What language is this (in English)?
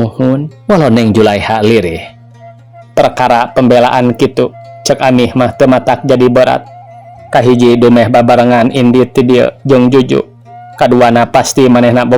Sundanese